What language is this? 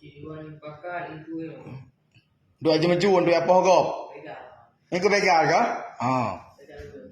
Achinese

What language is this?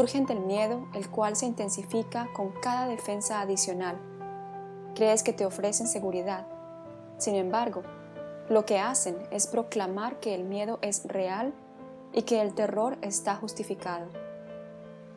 Spanish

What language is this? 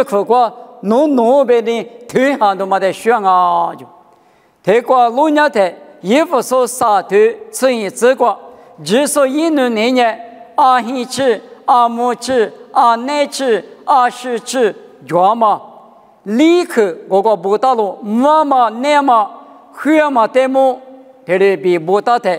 Lisu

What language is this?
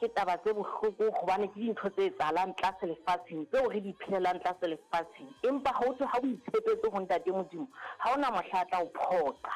Southern Sotho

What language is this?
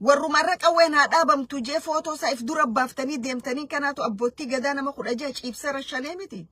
Oromo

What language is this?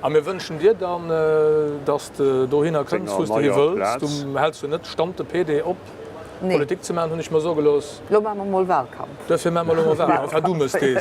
Luxembourgish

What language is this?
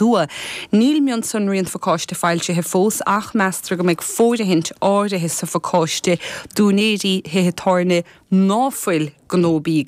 Irish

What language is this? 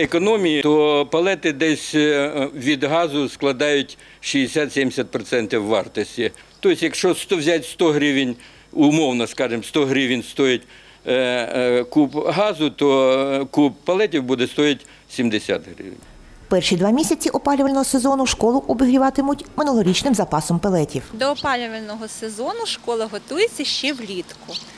Ukrainian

